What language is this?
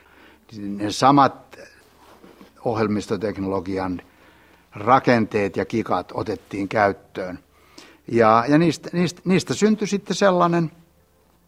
Finnish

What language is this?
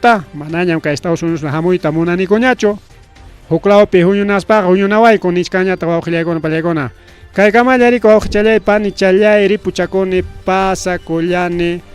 Ayacucho Quechua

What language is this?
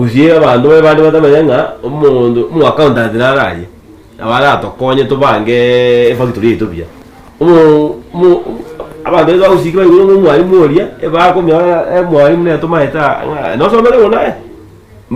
Gusii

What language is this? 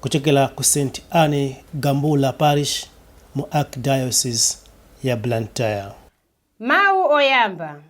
Nyanja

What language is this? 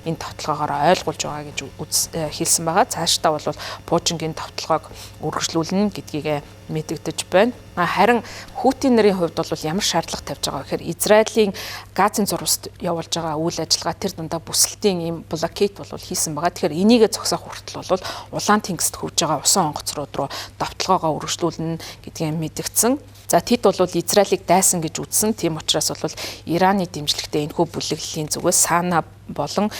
Mongolian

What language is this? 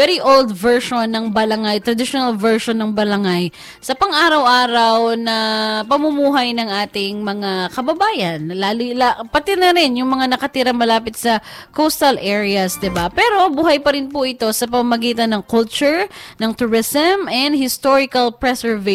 Filipino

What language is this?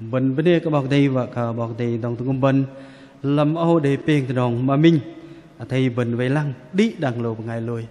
Bahnar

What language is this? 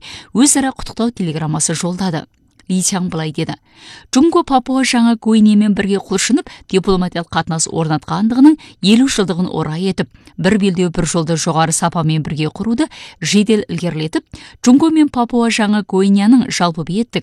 Kazakh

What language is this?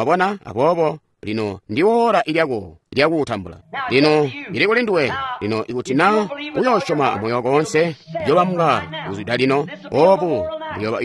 Tonga (Zambia)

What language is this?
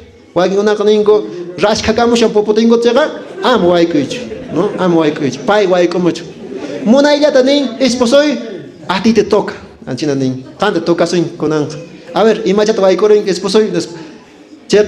Quechua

